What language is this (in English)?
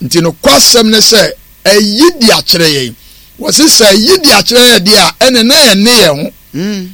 Akan